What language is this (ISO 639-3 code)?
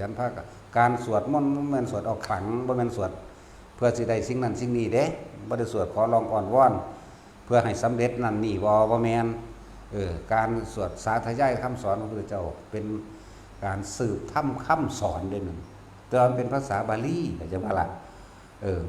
tts